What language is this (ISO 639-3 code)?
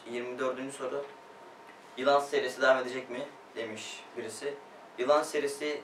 tur